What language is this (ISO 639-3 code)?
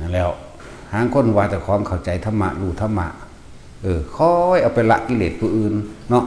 tts